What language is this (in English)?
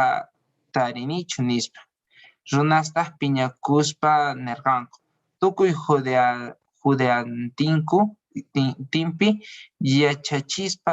Quechua